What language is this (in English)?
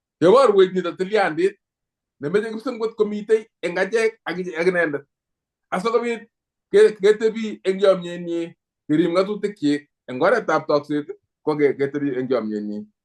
Kalenjin